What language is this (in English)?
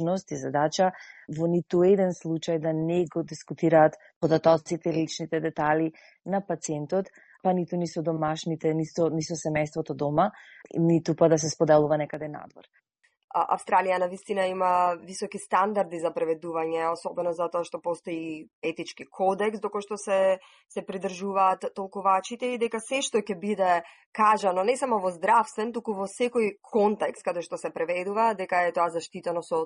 Macedonian